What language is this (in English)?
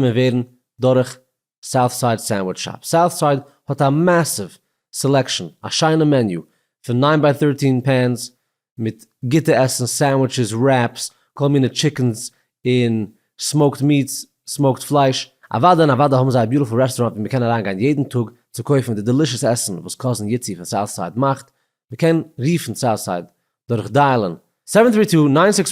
Yiddish